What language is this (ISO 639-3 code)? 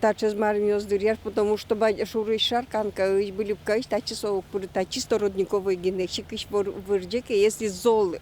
udm